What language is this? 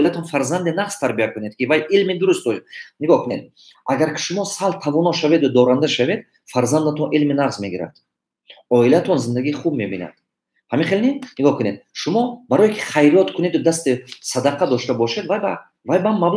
Tajik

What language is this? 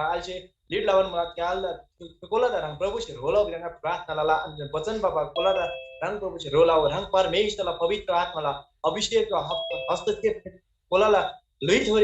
Eastern Tamang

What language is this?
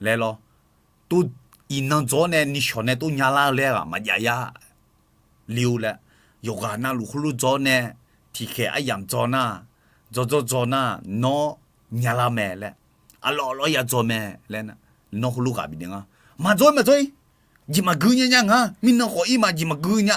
Akha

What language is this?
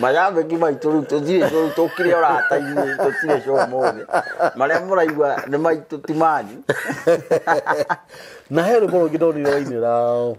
Kikuyu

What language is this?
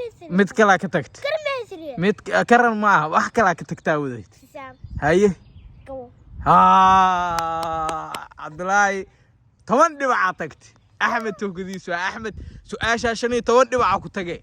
Somali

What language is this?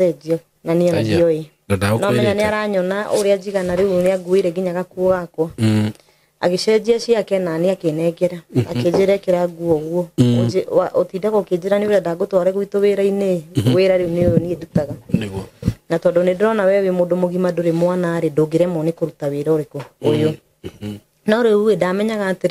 Kikuyu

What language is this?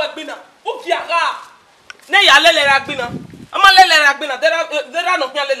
Bini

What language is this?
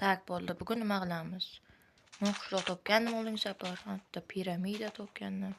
Uzbek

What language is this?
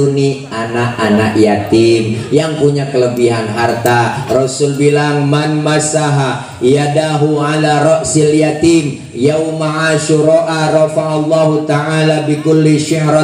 Betawi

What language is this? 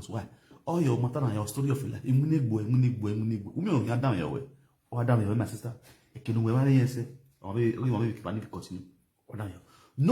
Nigerian Pidgin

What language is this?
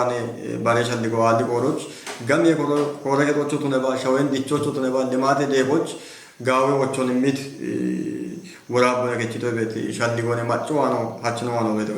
Kafa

